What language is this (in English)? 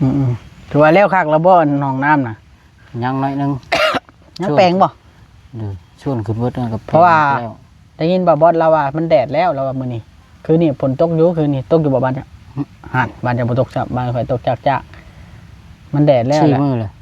Northeastern Thai